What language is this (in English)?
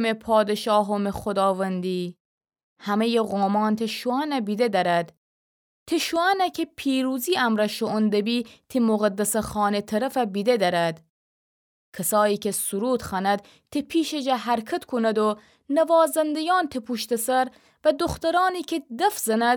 Gilaki